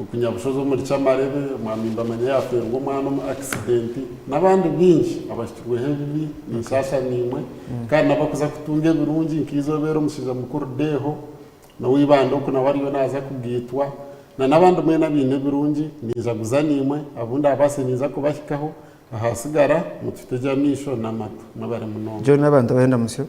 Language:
Nyankole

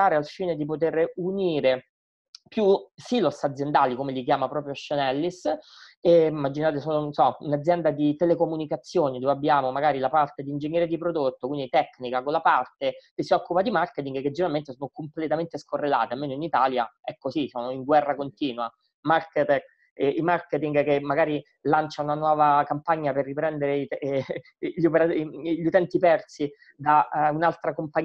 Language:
Italian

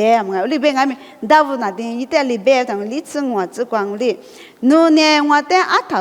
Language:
Lisu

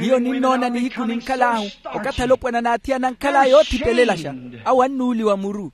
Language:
Makhuwa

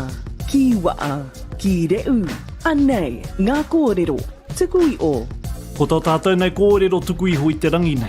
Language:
Māori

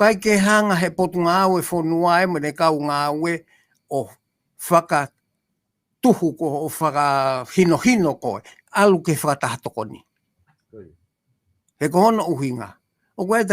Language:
Tongan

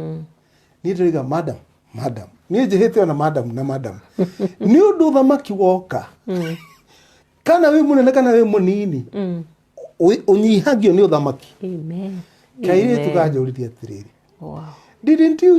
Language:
Kikuyu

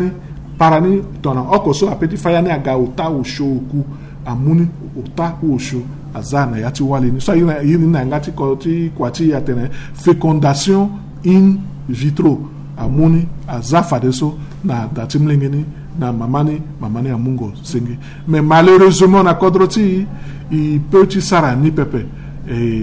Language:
Sango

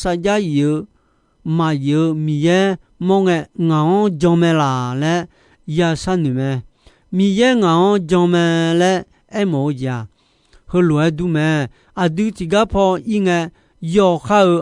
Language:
Akha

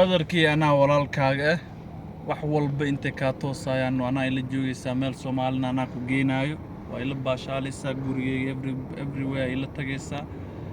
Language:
Somali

